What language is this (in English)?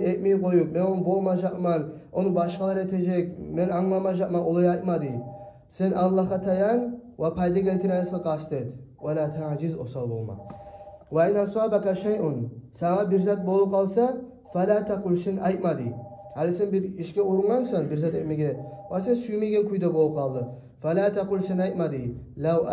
Kumyk